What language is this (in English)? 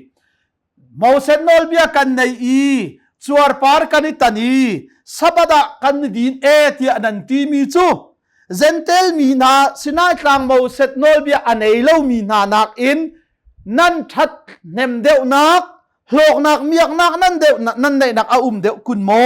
Hakha Chin